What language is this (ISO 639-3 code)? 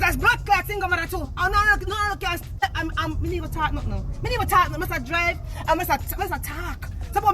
jam